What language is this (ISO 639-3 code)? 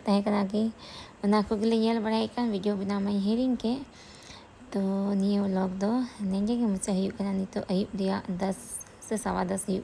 sat